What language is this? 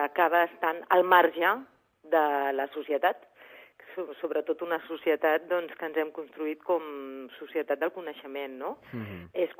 Catalan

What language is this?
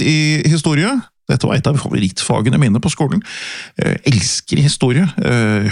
Norwegian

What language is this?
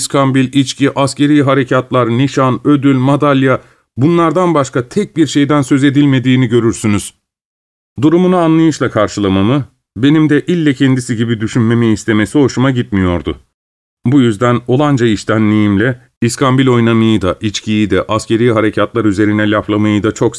Turkish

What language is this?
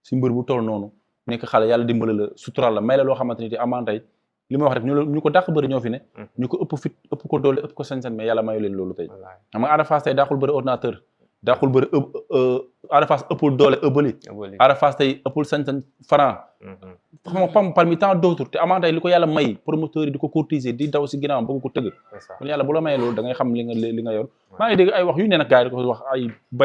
Wolof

